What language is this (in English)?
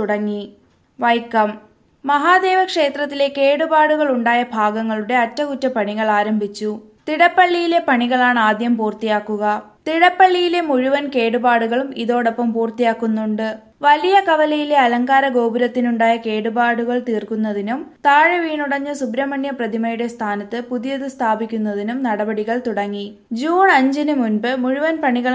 Malayalam